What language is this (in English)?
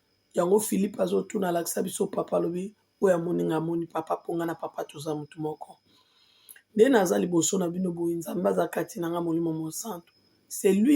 Lingala